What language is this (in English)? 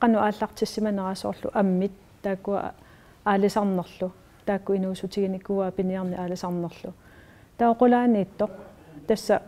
Kalaallisut